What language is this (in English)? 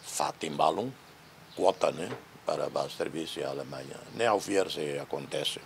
Tetum